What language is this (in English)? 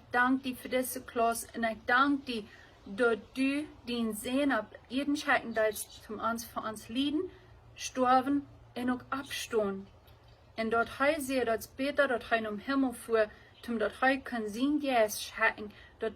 Plautdietsch